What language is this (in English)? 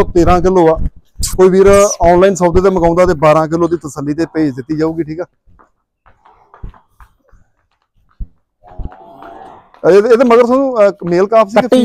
Punjabi